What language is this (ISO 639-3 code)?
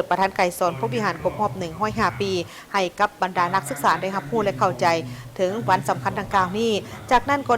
lao